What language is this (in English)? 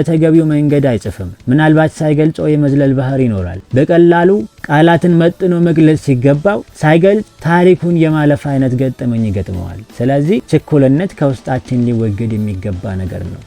Amharic